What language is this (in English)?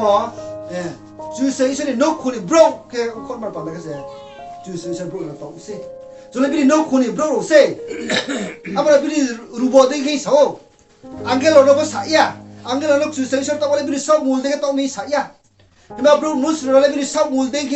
Riang (India)